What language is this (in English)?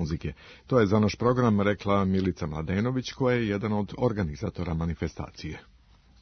Serbian